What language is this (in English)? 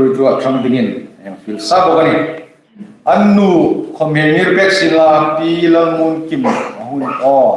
Hmar